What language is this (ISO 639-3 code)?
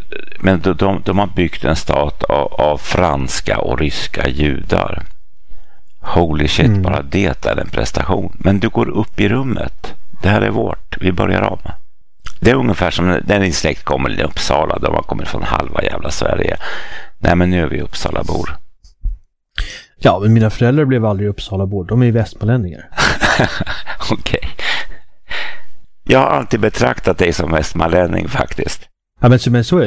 swe